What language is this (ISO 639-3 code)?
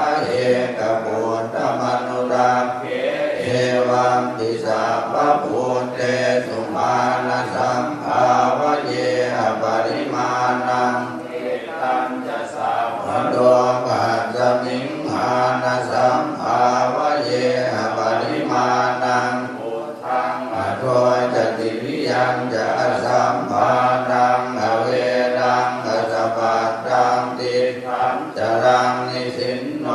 pli